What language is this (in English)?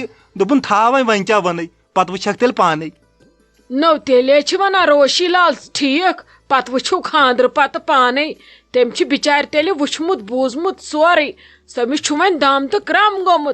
Kashmiri